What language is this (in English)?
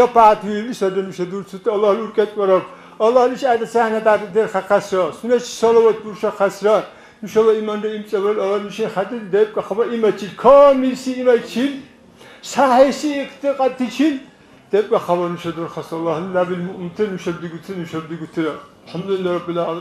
Dargwa